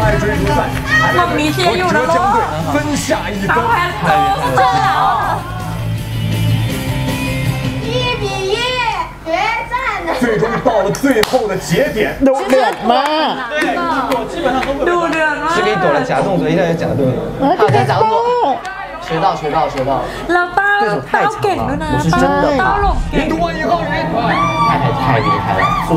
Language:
Chinese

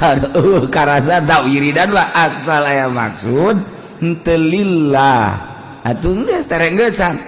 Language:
Sundanese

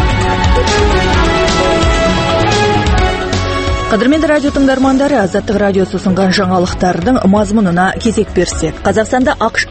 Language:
Kazakh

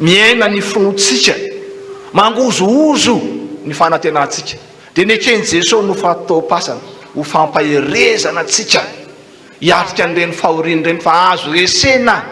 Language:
Malagasy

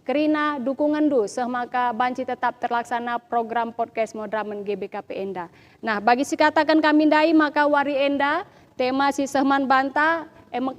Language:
Batak Karo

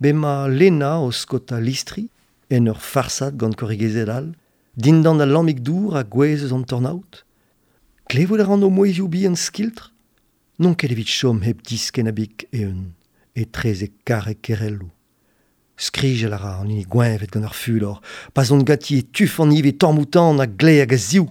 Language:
Breton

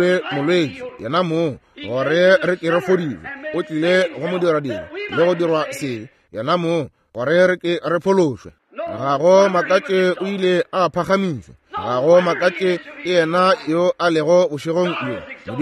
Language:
Northern Sotho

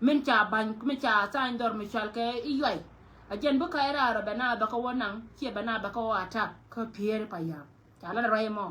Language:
Nuer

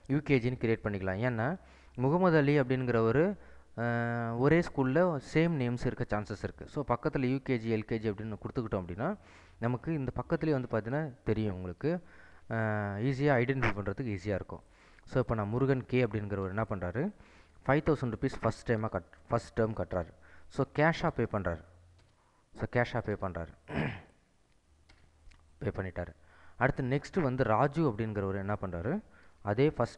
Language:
Tamil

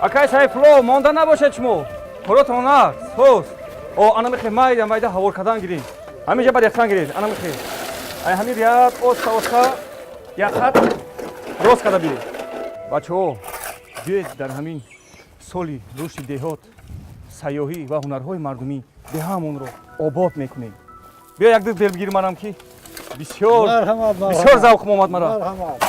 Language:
Tajik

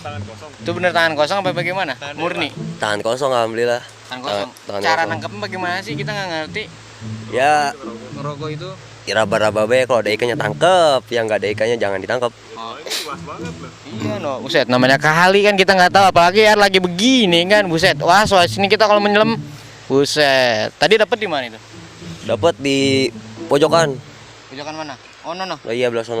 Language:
Betawi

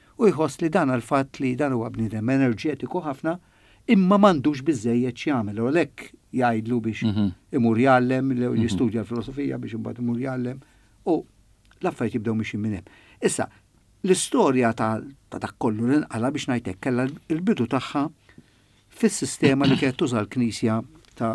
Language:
Maltese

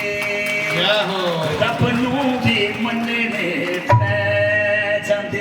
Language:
Dogri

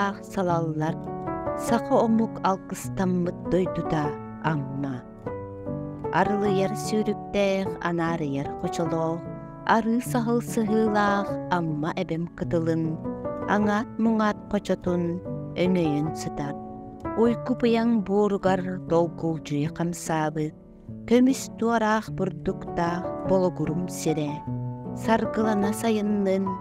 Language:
Yakut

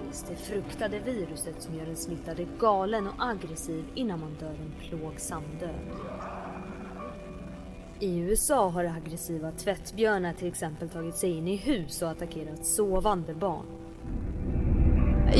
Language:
Swedish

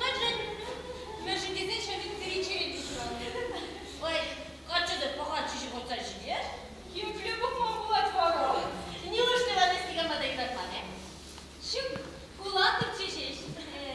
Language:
Chuvash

